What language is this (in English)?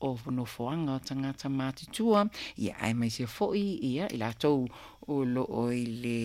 Samoan